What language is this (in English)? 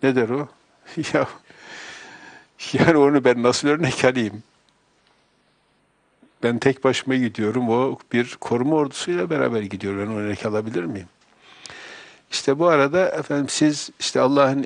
Turkish